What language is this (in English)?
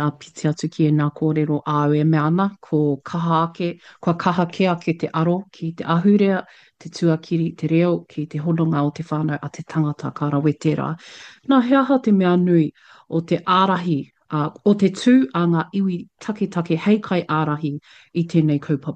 Māori